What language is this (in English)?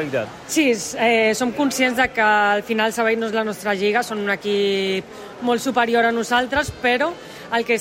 Catalan